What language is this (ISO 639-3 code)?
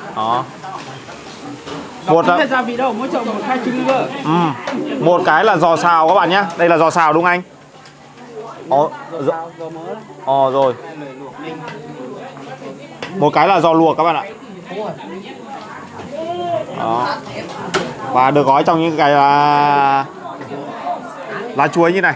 vie